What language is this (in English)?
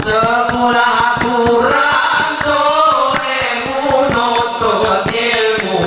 Gayo